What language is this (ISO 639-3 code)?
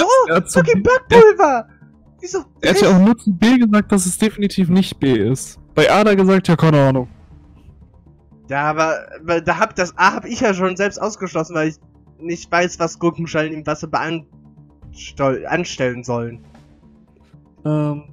deu